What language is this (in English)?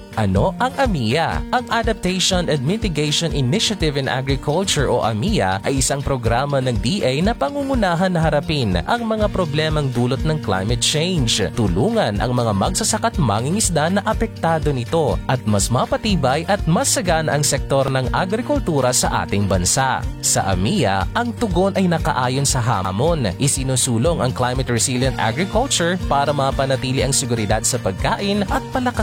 Filipino